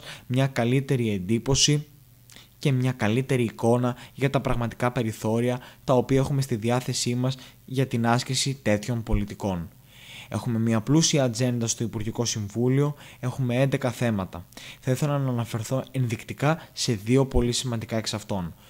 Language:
Greek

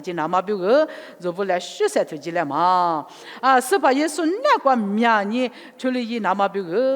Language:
Lisu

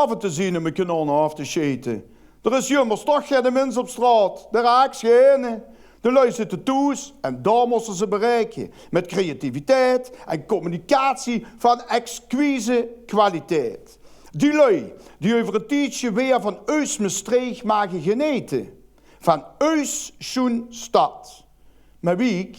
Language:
Limburgish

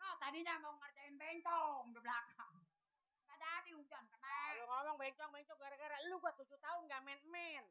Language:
Betawi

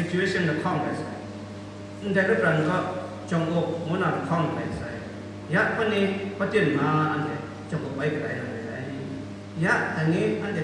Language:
Kachin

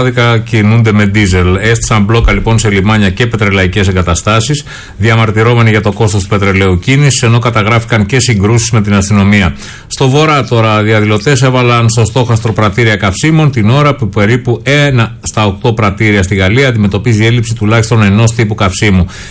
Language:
Greek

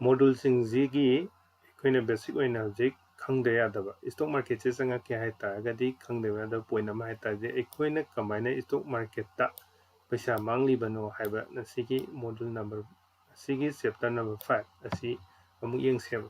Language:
Manipuri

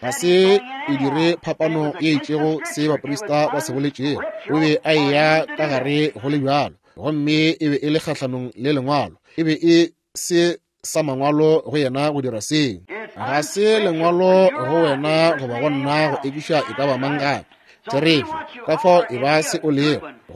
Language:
Northern Sotho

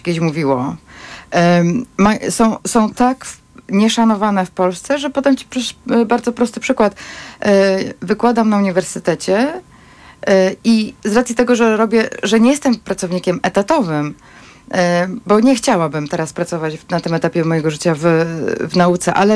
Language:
Polish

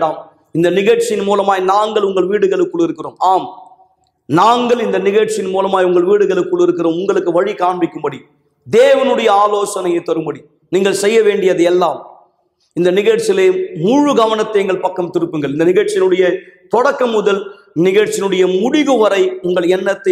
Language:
Tamil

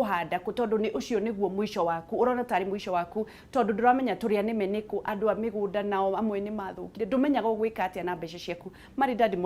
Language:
Kikuyu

